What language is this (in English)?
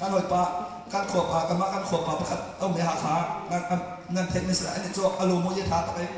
Hakha Chin